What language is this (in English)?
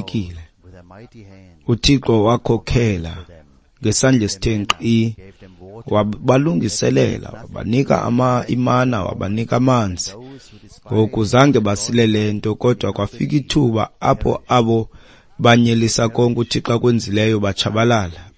Xhosa